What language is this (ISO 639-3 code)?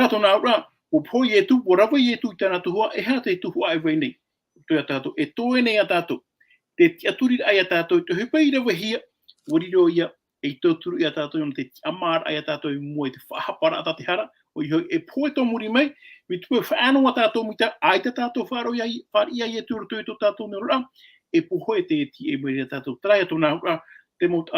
tah